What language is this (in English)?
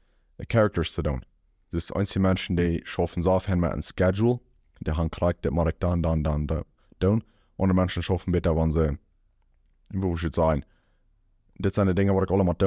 Plautdietsch